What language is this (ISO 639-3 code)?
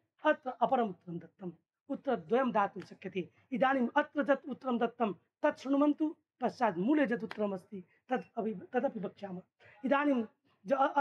san